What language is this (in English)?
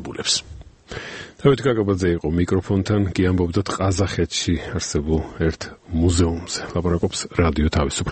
Georgian